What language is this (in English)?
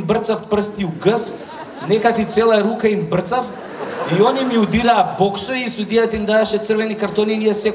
Macedonian